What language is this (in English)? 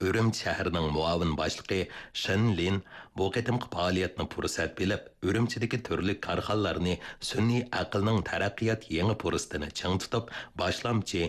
Uyghur